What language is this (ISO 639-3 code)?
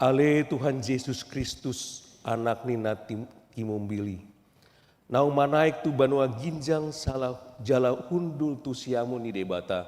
bbc